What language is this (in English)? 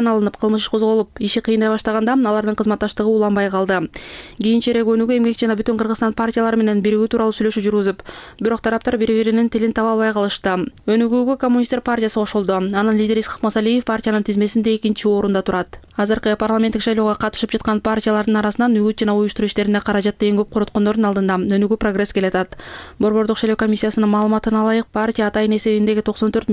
Kyrgyz